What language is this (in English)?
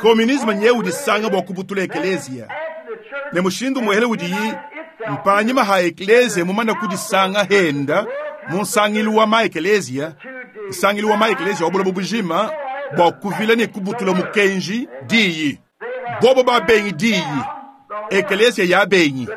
Luba-Lulua